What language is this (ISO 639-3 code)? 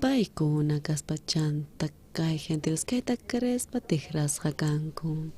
quh